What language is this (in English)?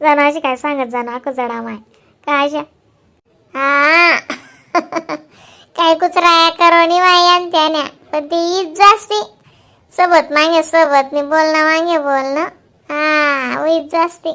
Khandesi